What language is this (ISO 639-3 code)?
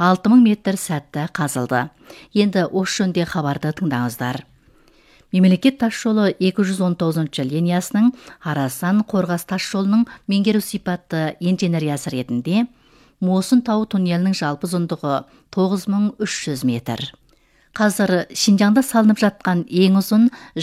kaz